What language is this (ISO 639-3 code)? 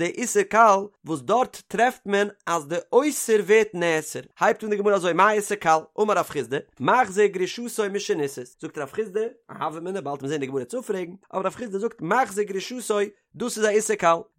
yid